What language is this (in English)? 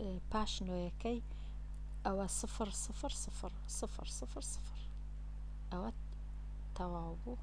Central Kurdish